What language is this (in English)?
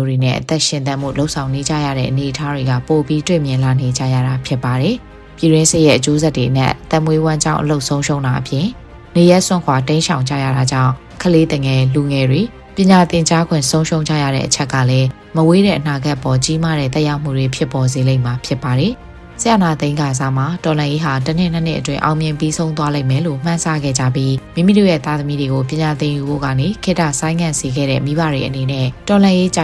Burmese